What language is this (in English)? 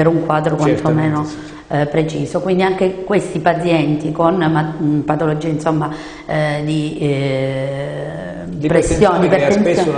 Italian